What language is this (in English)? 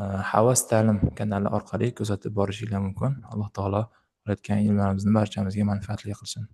Uzbek